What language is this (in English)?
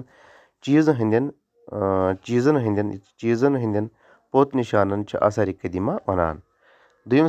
Kashmiri